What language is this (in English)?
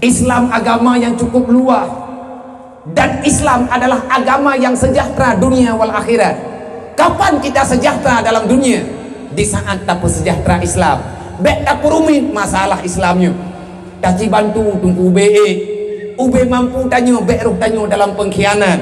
Achinese